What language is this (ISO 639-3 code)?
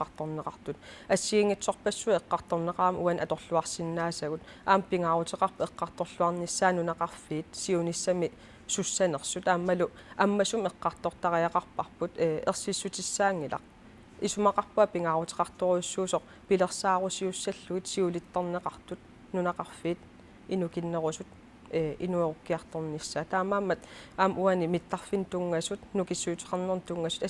kal